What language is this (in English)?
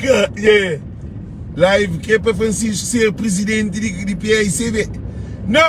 Kabuverdianu